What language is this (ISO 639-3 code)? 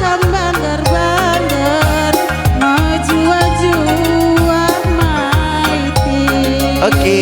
btx